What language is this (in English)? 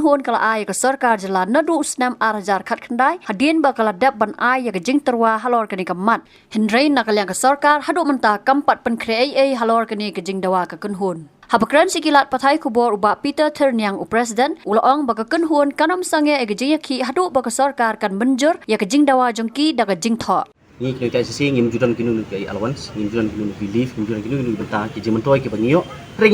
Khasi